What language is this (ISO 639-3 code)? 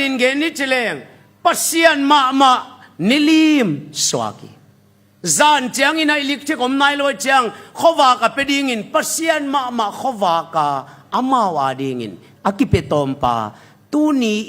ctd